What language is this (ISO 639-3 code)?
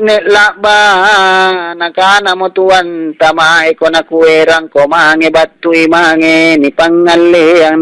mak